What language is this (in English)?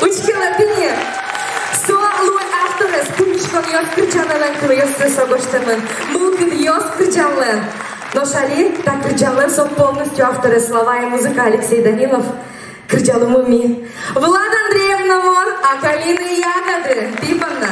Udmurt